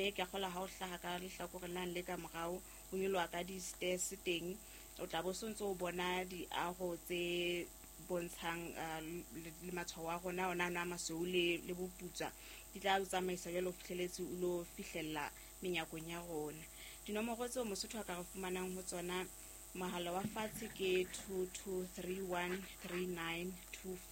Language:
Southern Sotho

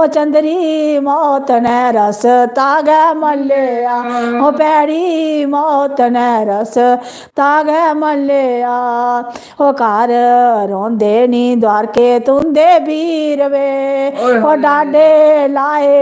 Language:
Dogri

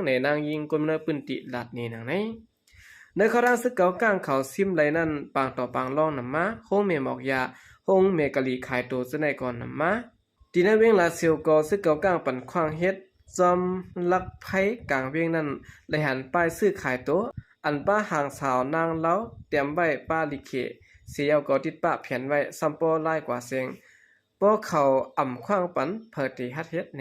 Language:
Shan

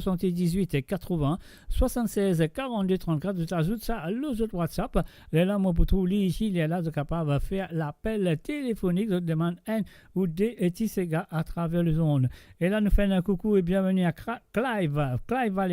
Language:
Morisyen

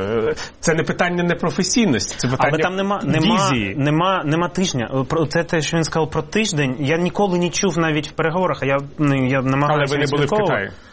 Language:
Ukrainian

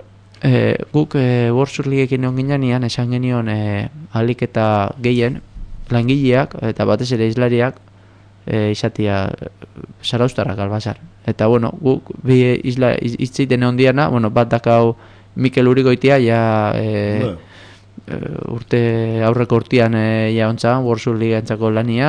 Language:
Basque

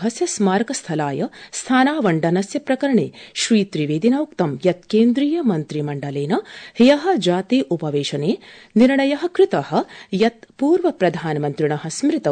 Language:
Sanskrit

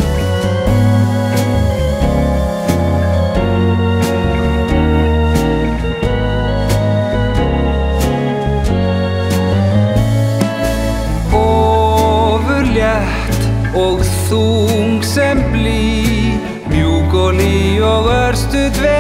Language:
Icelandic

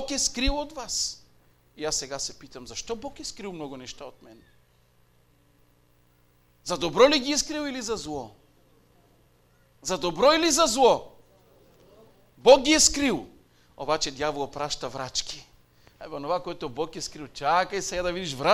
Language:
Bulgarian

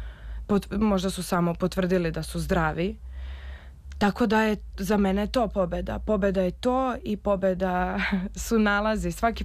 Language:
Serbian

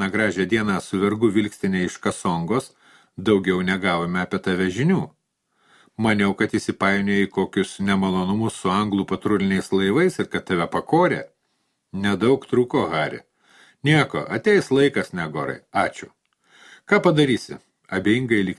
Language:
Lithuanian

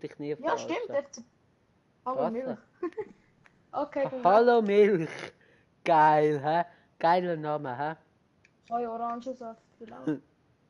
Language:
Swiss German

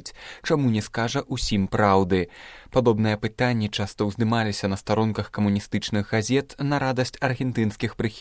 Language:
Belarusian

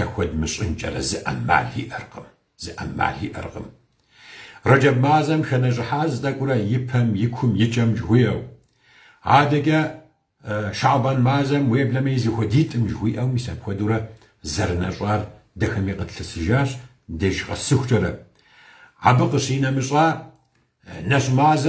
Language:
Kabardian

